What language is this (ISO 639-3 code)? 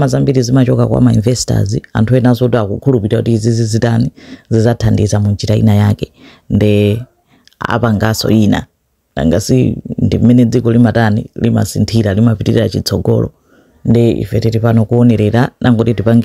nya